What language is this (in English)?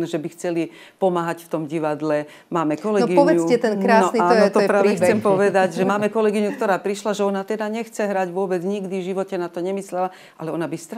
Slovak